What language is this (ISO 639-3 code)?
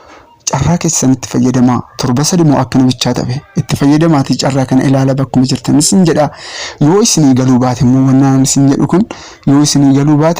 orm